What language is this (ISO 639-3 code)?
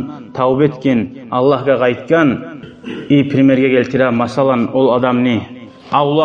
kum